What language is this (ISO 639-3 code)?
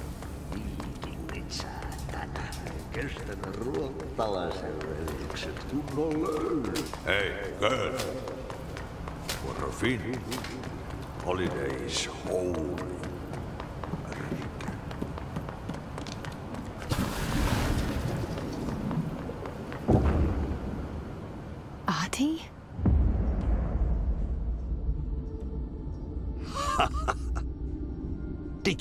fin